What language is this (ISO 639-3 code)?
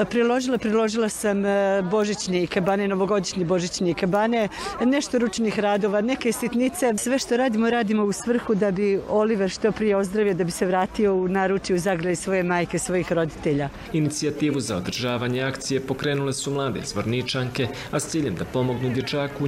bos